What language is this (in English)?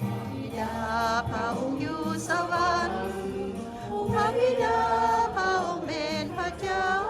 Lao